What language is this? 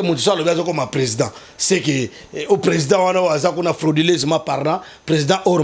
Lingala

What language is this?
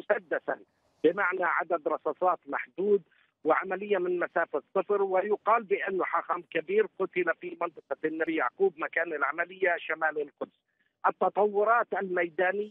Arabic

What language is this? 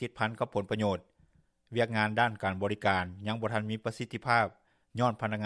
Lao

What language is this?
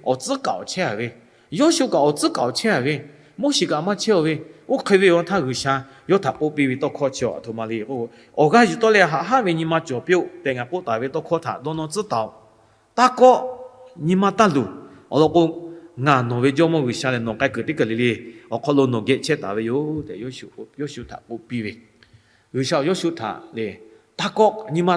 Lahu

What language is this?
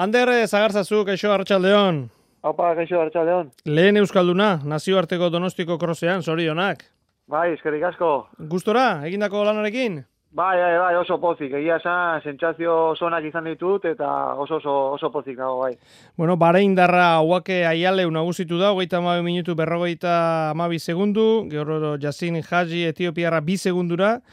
Basque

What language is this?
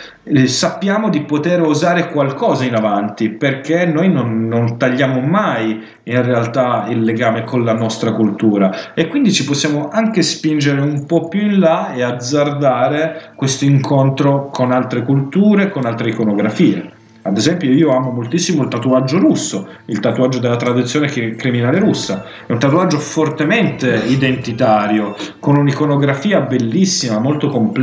Italian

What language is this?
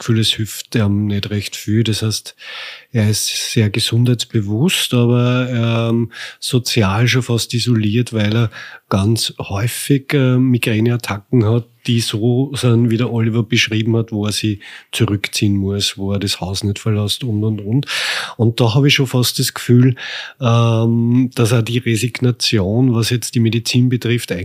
German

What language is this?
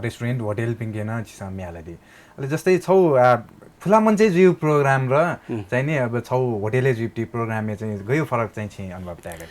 Newari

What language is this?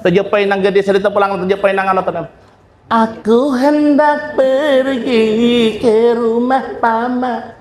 Banjar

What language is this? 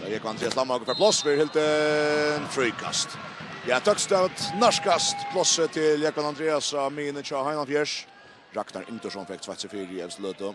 Faroese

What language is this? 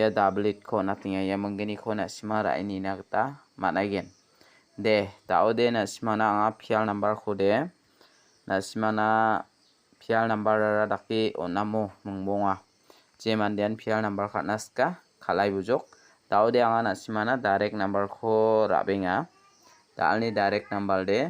Garo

